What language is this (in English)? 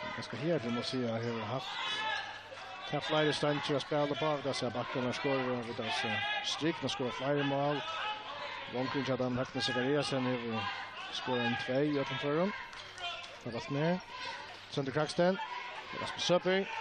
Faroese